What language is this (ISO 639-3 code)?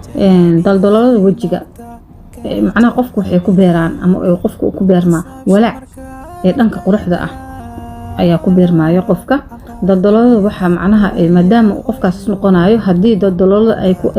som